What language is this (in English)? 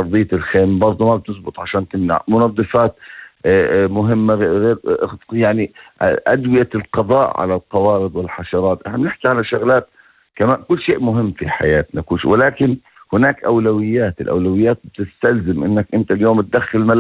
North Levantine Arabic